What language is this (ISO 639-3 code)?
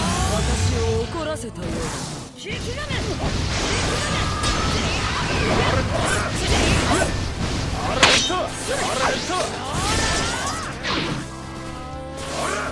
jpn